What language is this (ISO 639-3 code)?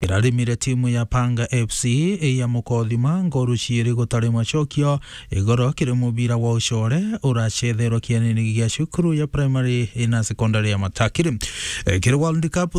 mer